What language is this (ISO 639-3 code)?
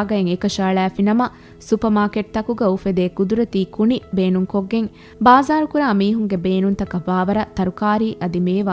div